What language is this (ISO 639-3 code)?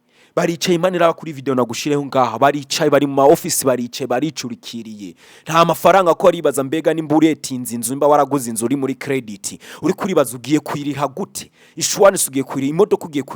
run